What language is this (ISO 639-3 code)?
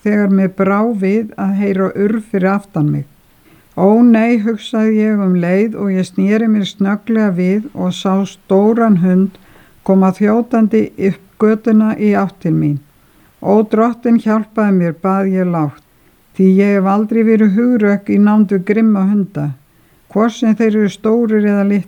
isl